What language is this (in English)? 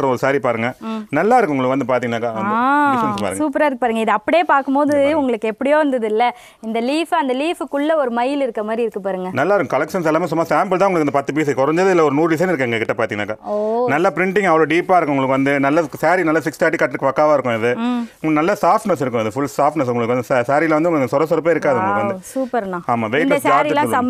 Tamil